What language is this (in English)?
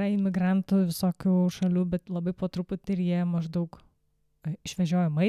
Lithuanian